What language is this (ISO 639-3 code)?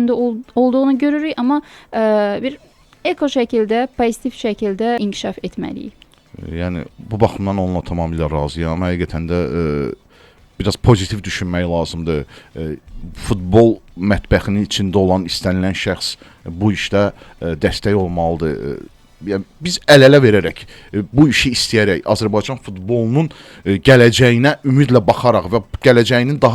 aze